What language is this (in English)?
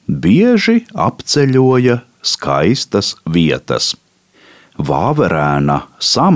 Latvian